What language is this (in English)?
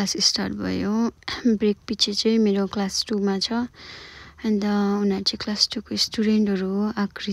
Nepali